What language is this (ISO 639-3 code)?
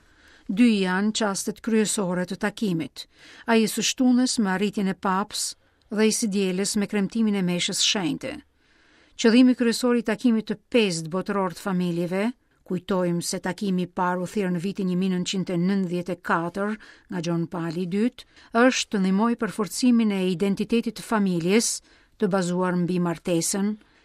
sqi